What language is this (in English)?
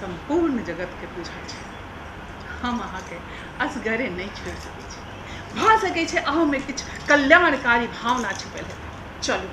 Maithili